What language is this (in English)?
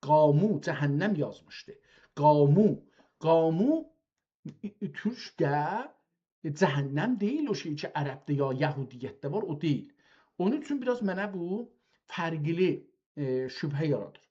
South Azerbaijani